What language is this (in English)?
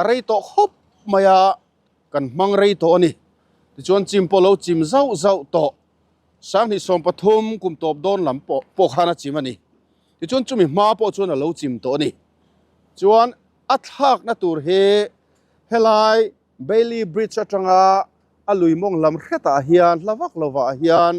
Mizo